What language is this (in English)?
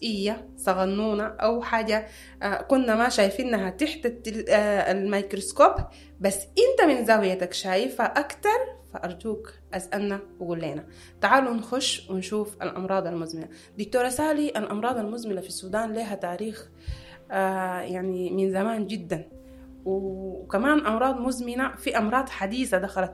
Sudanese Arabic